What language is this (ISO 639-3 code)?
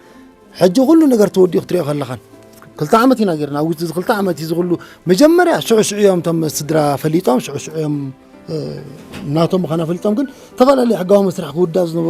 tir